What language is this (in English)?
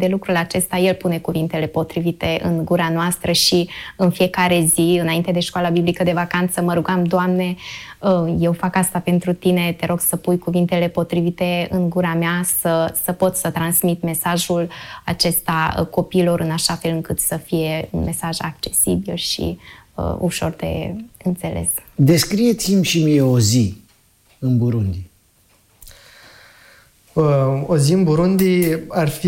Romanian